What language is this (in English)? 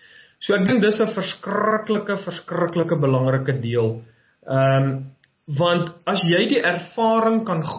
Afrikaans